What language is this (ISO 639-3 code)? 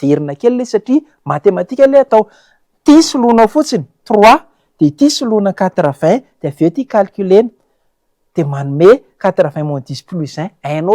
mlg